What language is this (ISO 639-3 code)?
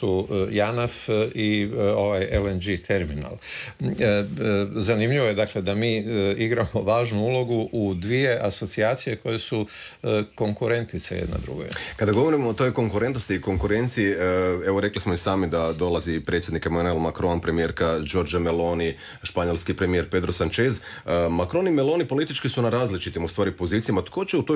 hrv